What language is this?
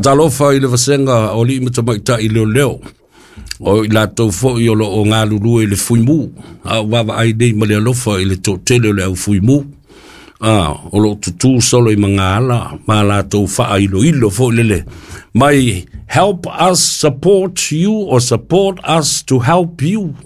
Samoan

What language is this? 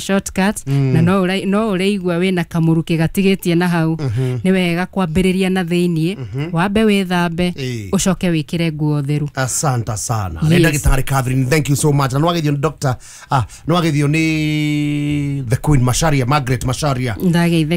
Kikuyu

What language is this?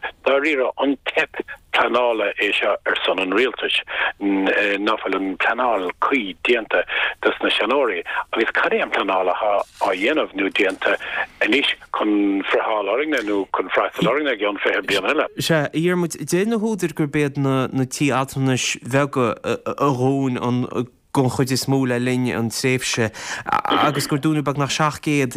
Irish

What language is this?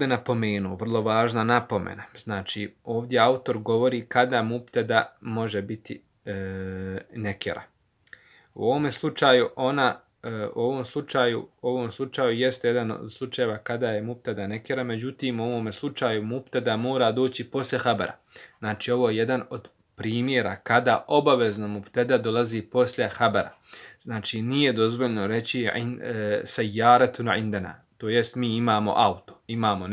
Bosnian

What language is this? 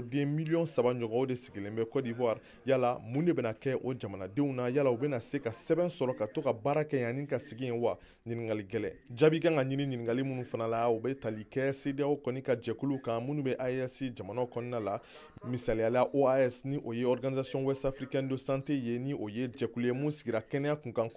Bambara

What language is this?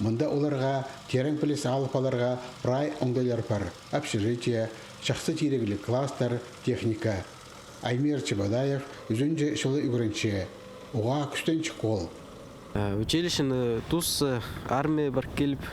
Khakas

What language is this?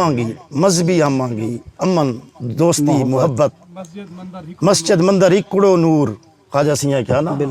Saraiki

